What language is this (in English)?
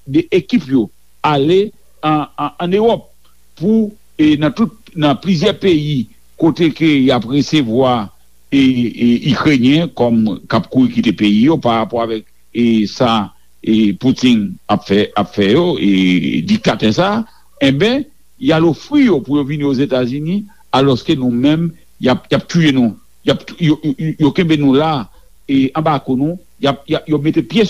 Haitian Creole